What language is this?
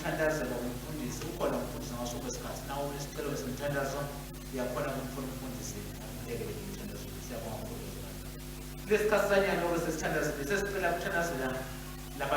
Swati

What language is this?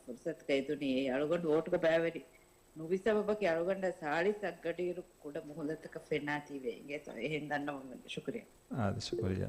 Divehi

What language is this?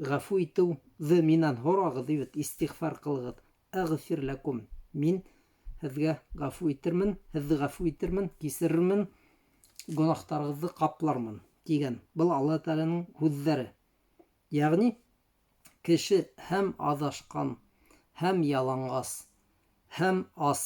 Bashkir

